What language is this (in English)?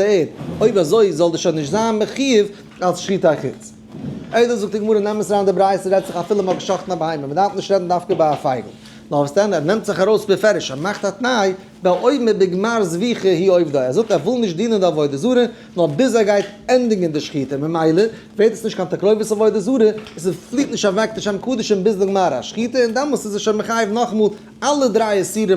Yiddish